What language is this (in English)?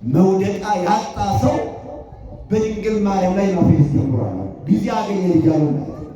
Amharic